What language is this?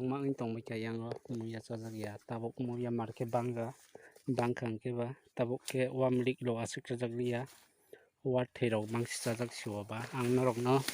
Kok Borok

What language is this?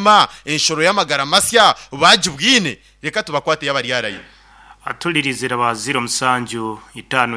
Nyankole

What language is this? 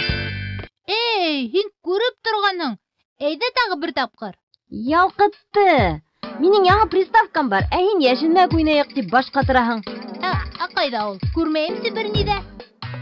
Bashkir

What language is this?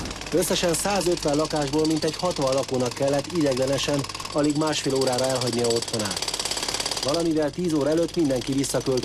Hungarian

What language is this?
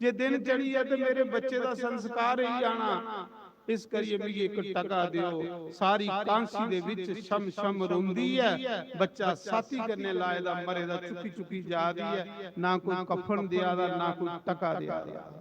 Dogri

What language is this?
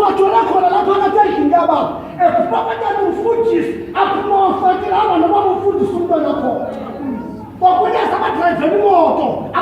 Zulu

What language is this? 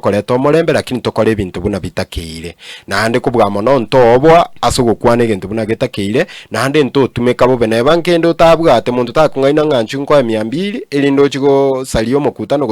Gusii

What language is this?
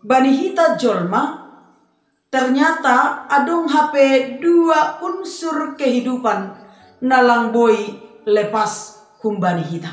Batak Simalungun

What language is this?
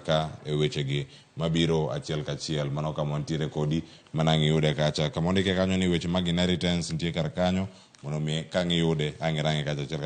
Luo (Kenya and Tanzania)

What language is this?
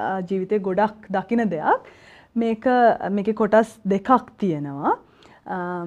Sinhala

